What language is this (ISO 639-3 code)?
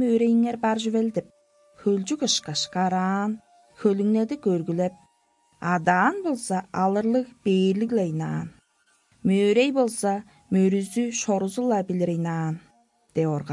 tyv